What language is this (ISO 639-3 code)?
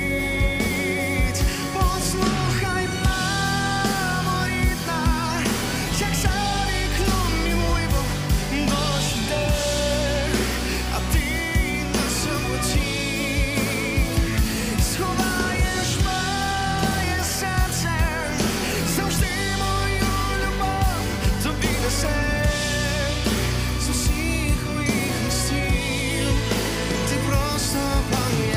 ukr